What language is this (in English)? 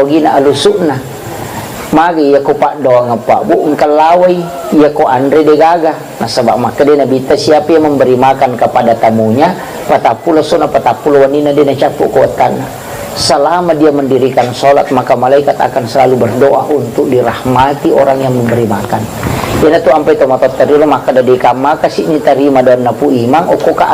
Buginese